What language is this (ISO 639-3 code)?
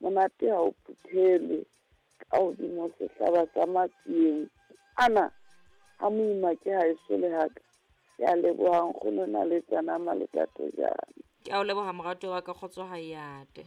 sot